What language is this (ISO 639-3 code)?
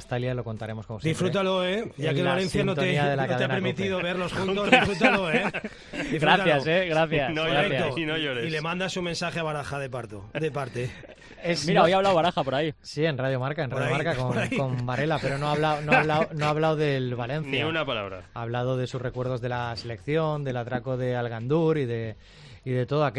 spa